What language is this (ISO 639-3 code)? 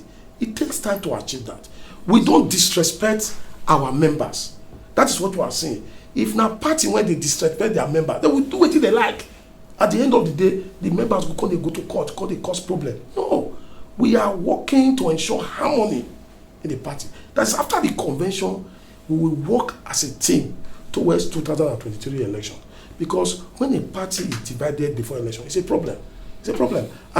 pcm